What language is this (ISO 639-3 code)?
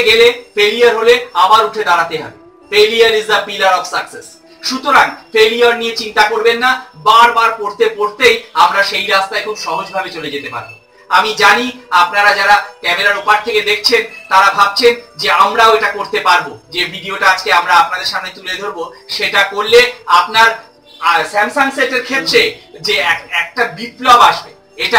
ben